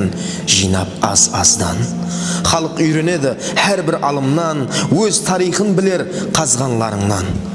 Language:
Kara-Kalpak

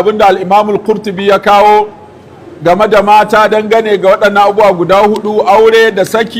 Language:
Hausa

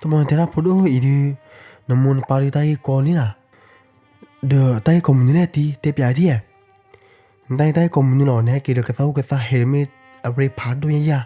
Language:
S'gaw Karen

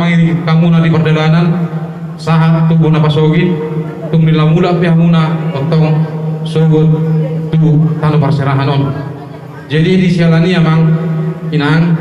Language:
Batak Toba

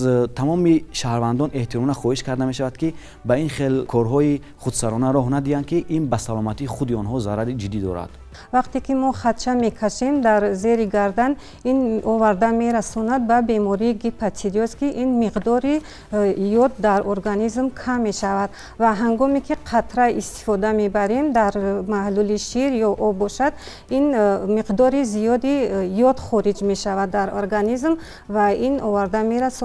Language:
Tajik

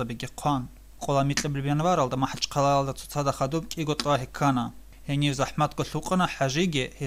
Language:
Avaric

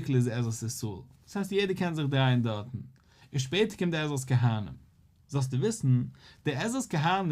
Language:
Yiddish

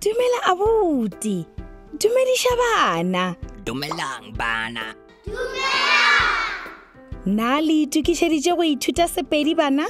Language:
Northern Sotho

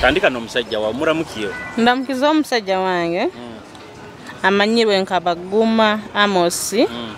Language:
Nyoro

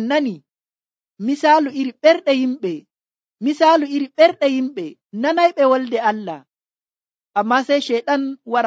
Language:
Nigerian Fulfulde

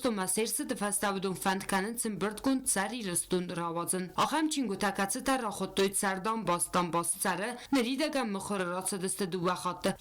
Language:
Ossetic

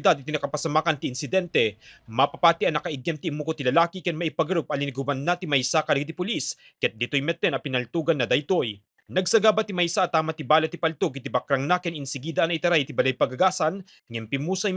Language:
Iloko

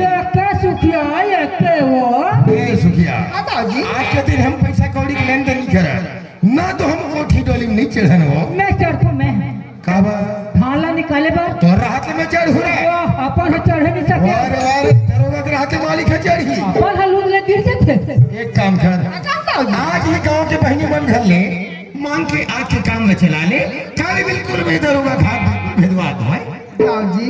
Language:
Chhattisgarhi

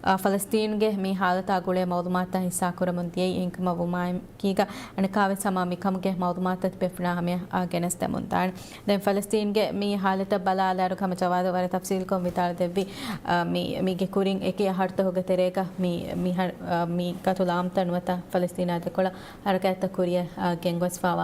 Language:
Divehi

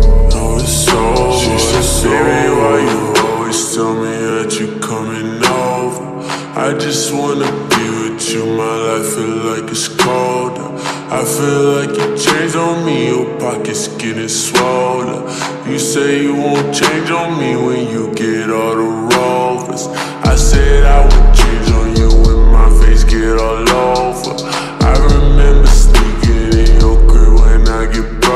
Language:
English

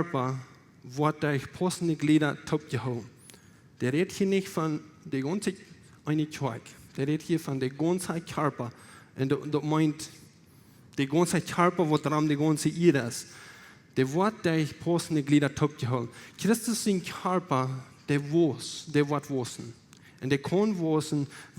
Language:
Plautdietsch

